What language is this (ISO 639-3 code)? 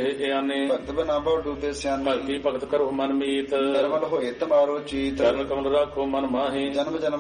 pan